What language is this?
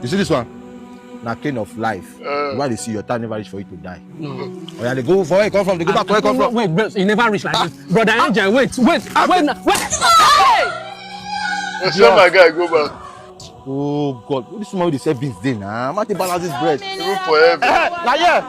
Nigerian Pidgin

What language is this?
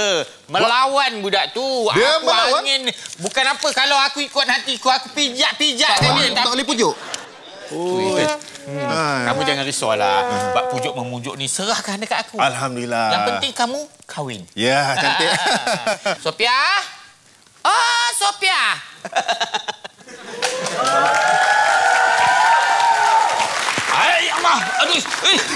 Malay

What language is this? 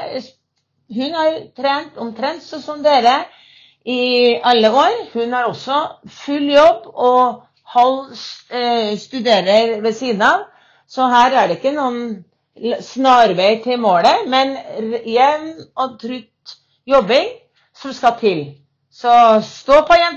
Norwegian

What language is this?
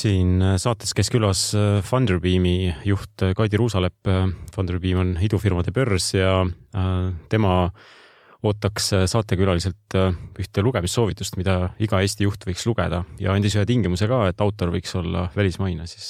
Estonian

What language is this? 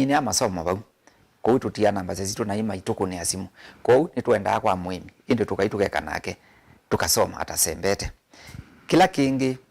Kamba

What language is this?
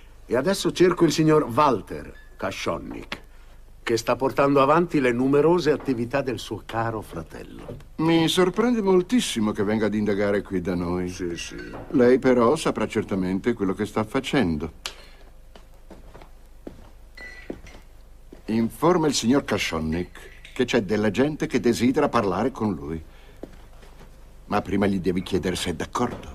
Italian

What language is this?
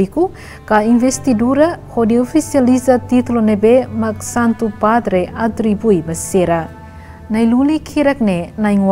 Tetum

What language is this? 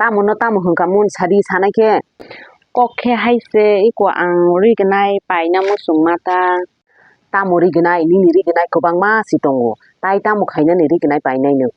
Kok Borok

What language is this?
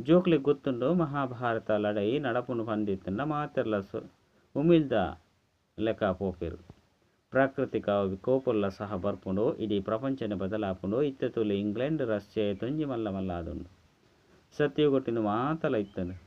Tulu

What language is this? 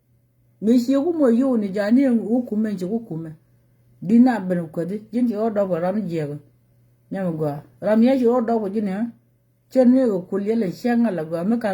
Nuer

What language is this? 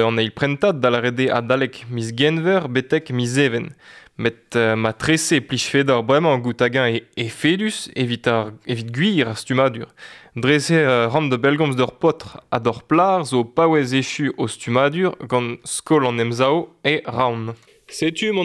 Breton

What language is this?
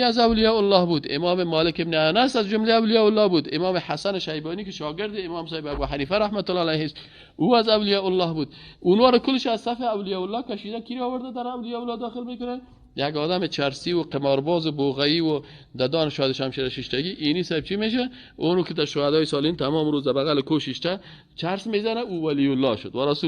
Persian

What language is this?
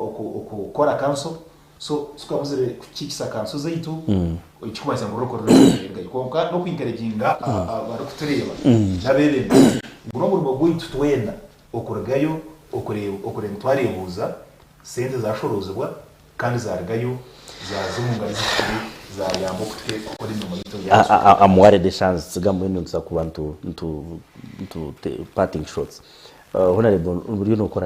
Nyankole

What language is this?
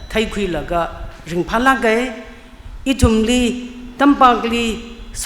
Tangkhul Naga (India)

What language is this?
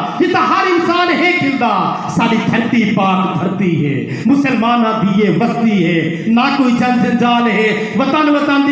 Saraiki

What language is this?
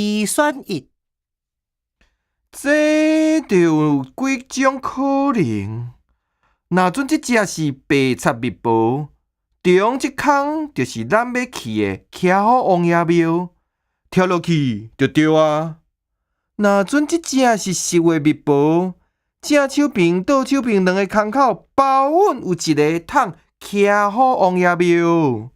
Min Nan Chinese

